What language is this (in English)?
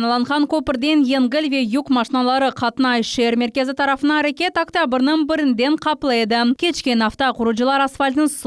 Crimean Tatar